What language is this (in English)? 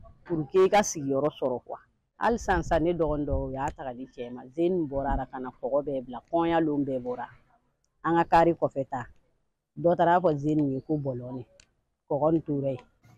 Bambara